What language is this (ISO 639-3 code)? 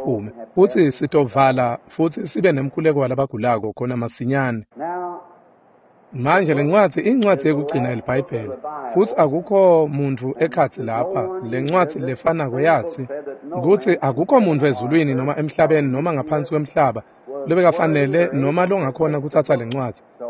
ssw